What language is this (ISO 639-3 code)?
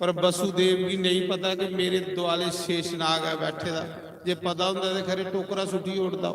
doi